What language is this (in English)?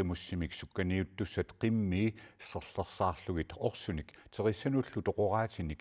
Kalaallisut